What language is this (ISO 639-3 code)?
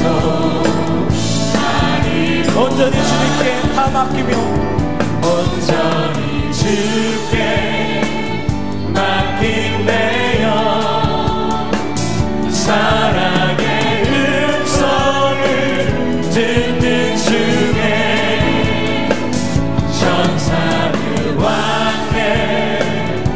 kor